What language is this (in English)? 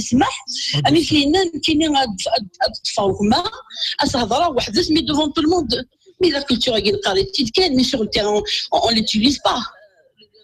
Kabyle